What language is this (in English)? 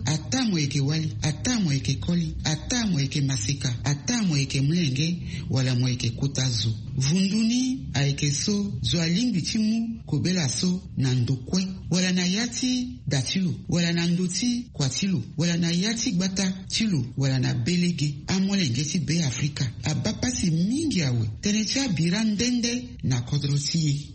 Sango